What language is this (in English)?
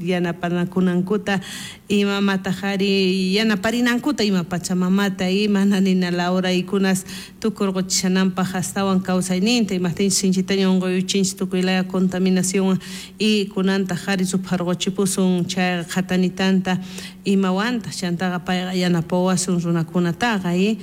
South Bolivian Quechua